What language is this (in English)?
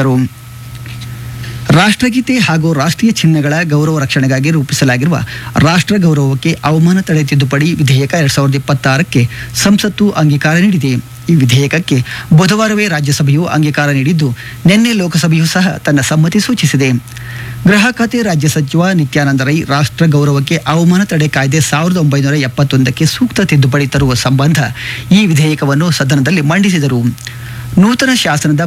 Kannada